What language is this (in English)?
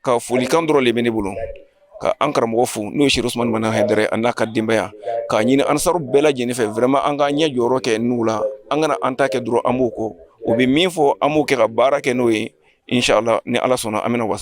Bambara